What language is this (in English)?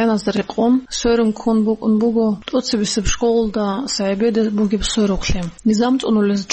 Avaric